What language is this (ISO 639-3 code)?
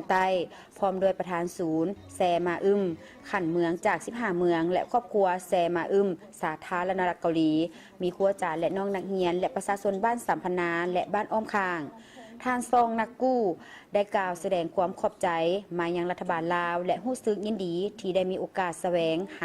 lao